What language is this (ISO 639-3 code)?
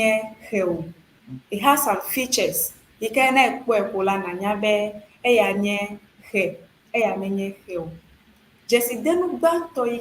ewe